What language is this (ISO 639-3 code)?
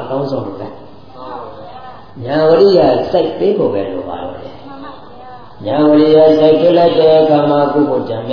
mya